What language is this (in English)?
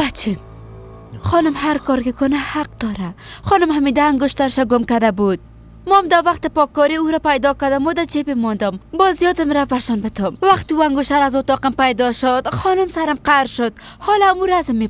Persian